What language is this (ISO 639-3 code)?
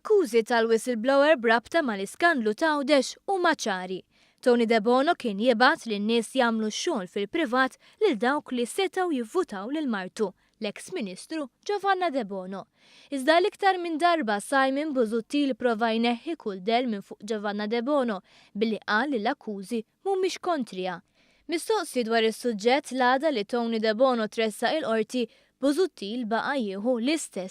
mlt